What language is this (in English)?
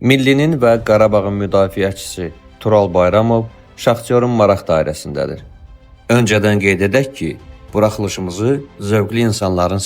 Azerbaijani